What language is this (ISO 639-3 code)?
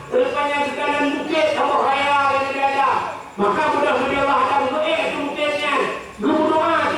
ace